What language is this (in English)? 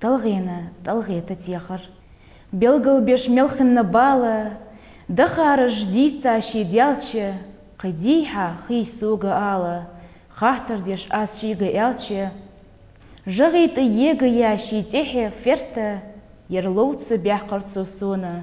Ingush